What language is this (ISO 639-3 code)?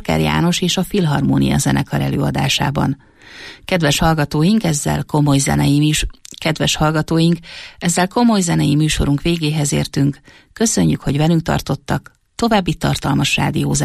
hun